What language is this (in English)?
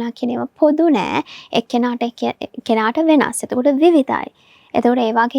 Sinhala